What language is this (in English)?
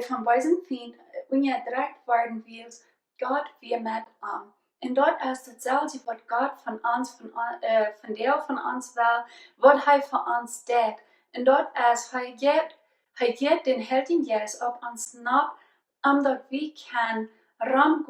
Plautdietsch